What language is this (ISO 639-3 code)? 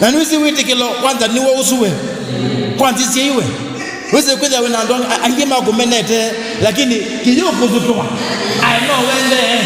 kam